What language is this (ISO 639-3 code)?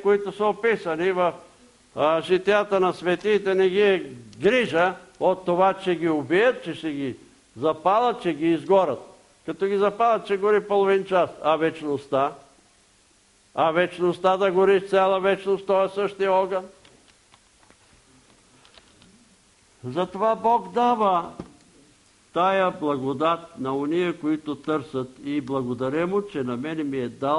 bul